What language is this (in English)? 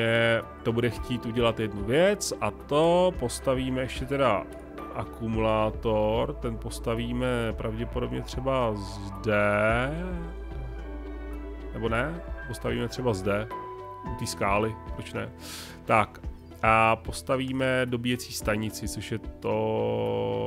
Czech